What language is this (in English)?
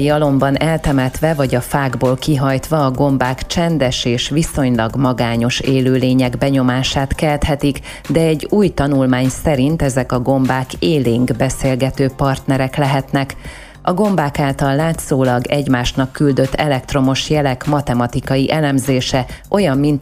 Hungarian